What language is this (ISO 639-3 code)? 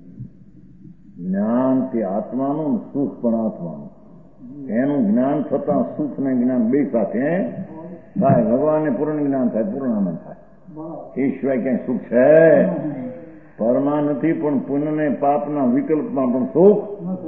guj